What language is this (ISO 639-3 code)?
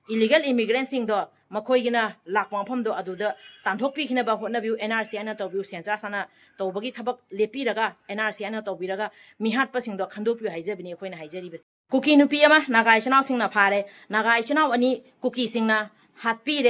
mni